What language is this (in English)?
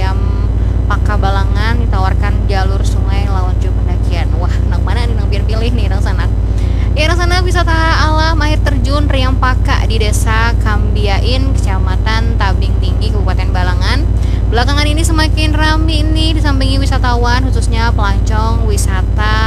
Banjar